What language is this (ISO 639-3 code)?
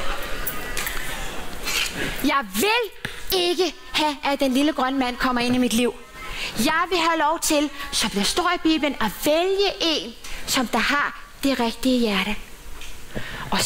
dan